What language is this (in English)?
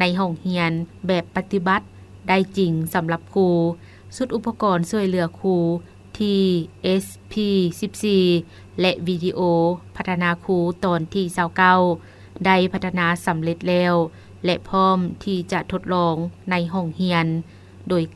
Lao